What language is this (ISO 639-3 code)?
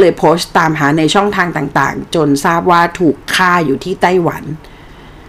tha